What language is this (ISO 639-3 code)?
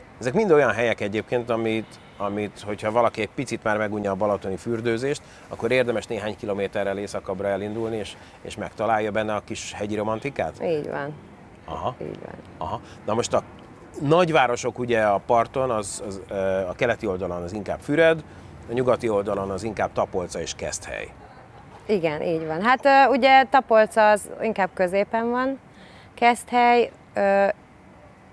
hun